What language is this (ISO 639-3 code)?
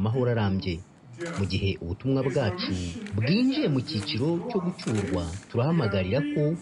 kin